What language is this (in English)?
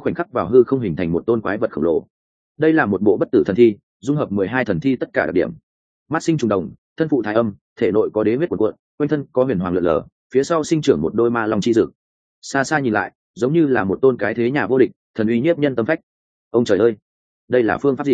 Vietnamese